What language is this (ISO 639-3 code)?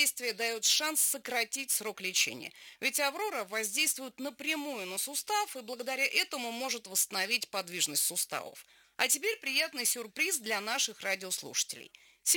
rus